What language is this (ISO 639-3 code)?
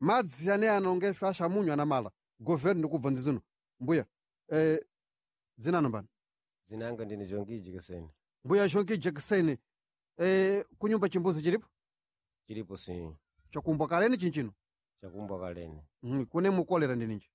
seh